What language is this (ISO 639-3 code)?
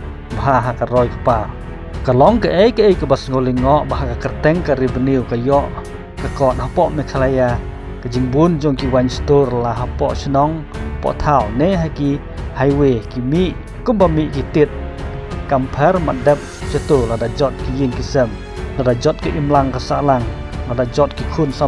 kha